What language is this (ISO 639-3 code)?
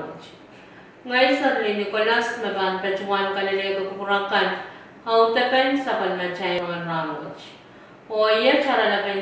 pon